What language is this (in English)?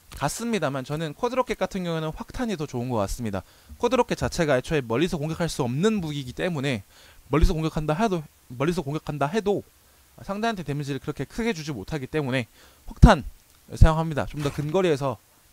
Korean